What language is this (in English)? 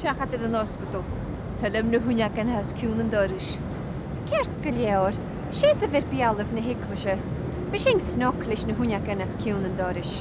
Scottish Gaelic